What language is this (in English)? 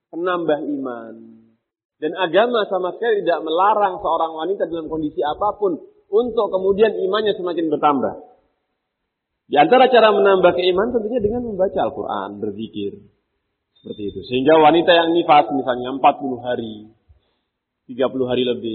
Indonesian